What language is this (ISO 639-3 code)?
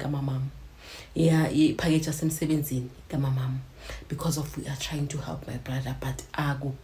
zul